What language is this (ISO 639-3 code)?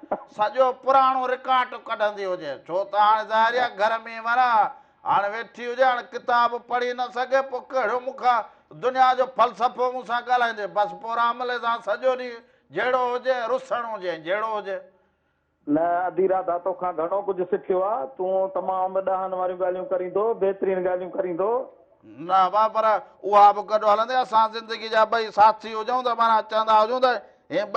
snd